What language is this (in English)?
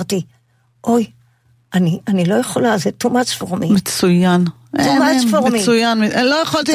Hebrew